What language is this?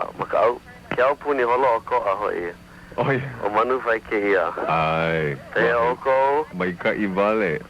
Hawaiian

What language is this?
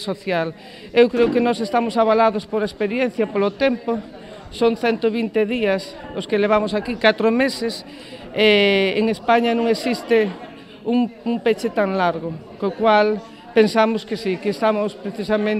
Galician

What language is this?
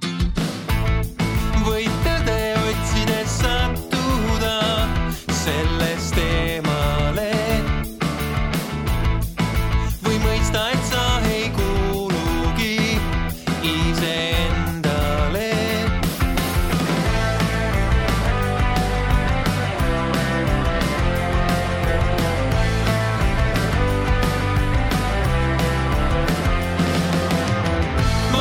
Estonian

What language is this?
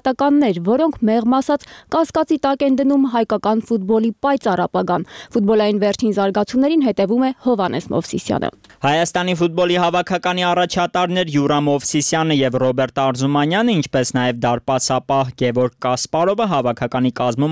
Armenian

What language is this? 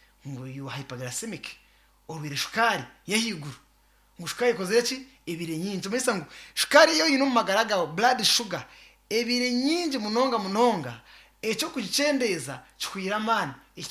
Nyankole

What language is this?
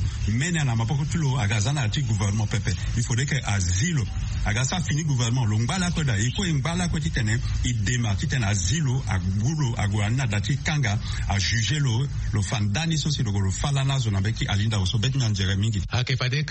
Sango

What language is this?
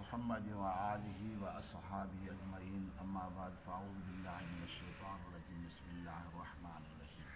Sindhi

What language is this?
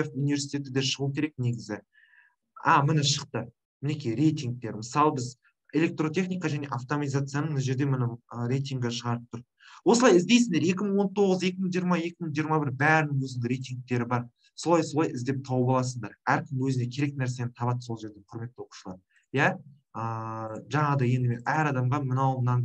Kazakh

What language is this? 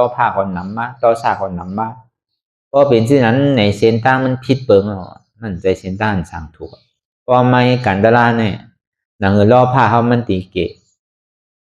Shan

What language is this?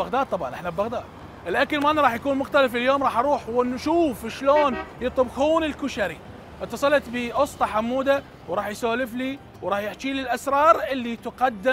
Mesopotamian Arabic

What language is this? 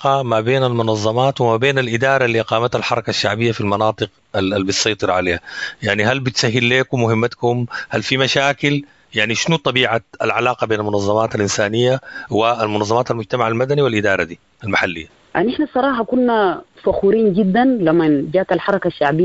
Sudanese Arabic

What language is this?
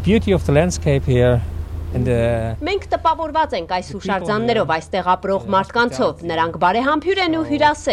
Armenian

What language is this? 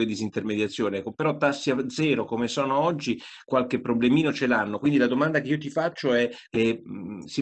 Italian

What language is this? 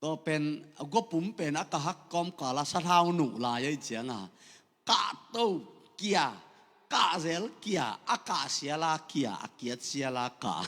Tedim Chin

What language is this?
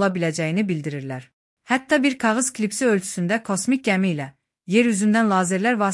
Azerbaijani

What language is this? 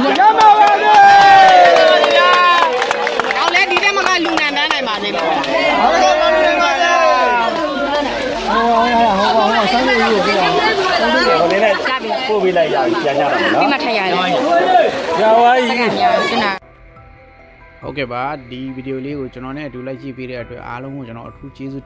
Burmese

